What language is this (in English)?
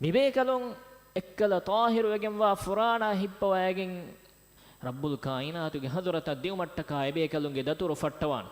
Divehi